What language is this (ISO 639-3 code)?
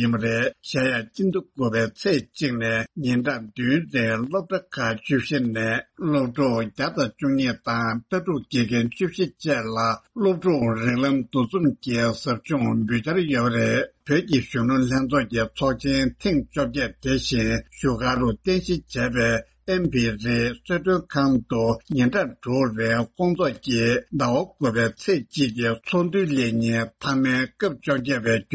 bod